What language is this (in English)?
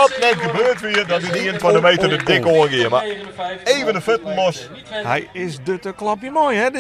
Western Frisian